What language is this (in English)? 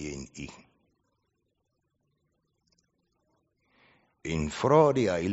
Afrikaans